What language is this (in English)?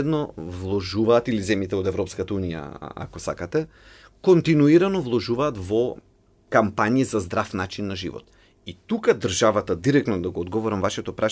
Macedonian